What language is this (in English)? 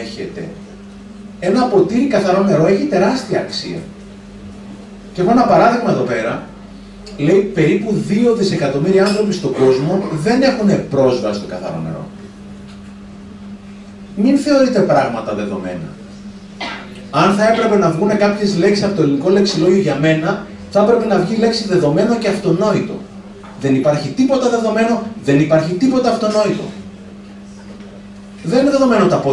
Greek